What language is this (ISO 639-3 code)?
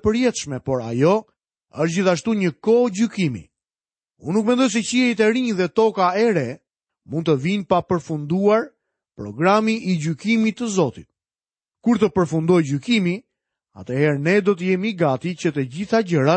sqi